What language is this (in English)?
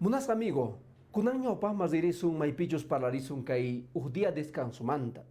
Quechua